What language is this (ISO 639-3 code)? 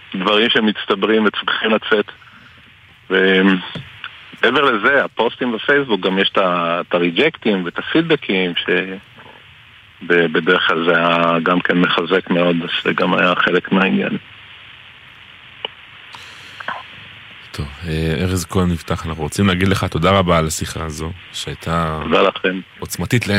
heb